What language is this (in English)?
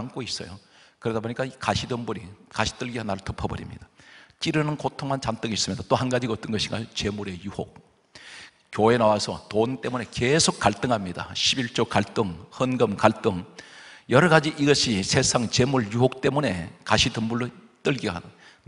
Korean